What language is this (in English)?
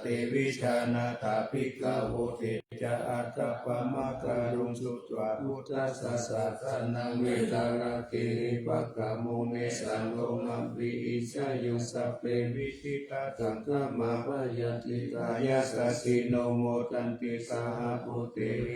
Pali